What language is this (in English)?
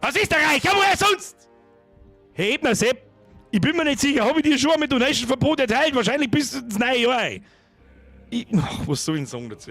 Bavarian